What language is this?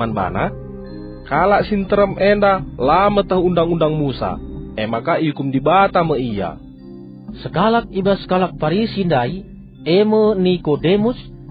Batak Karo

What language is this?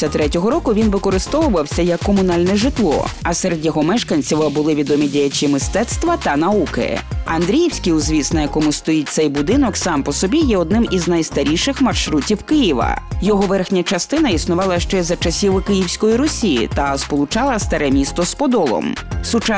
Ukrainian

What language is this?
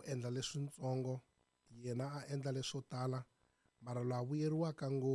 Tsonga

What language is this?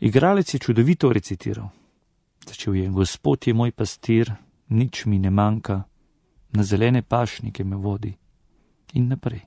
Slovenian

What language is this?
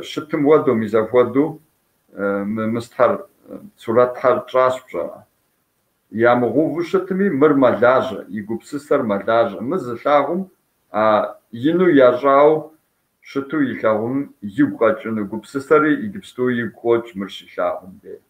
Kabardian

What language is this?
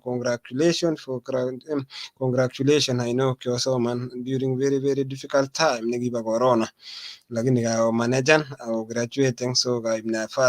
Kalenjin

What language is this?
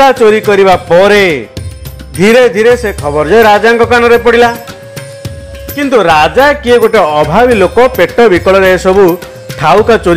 Odia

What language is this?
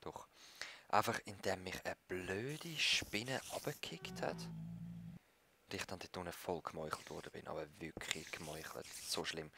Swiss German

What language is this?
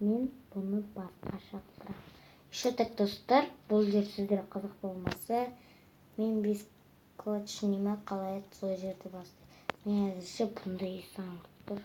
Kazakh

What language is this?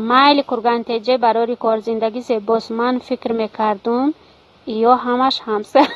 Tajik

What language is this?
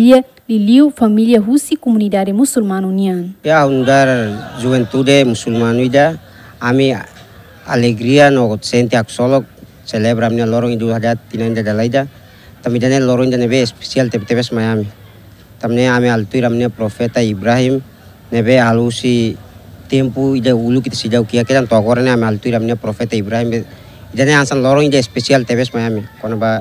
Tetum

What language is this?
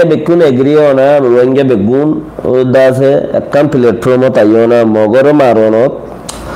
Rohingya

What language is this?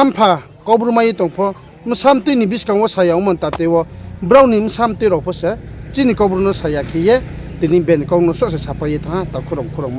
Riang (India)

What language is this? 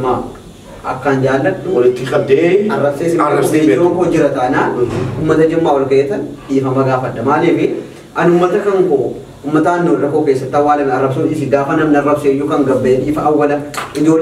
Oromo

